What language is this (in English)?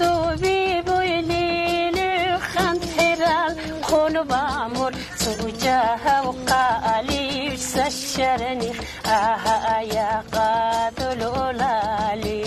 Lak